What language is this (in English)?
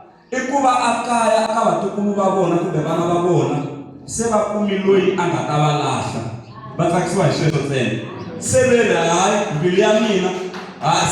Tsonga